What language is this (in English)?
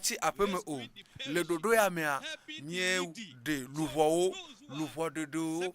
Ewe